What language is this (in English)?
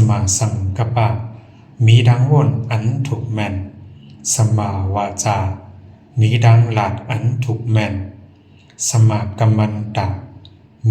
Shan